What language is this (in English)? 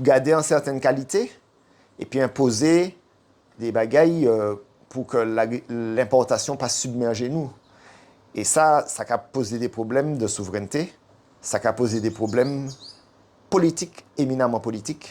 Guadeloupean Creole French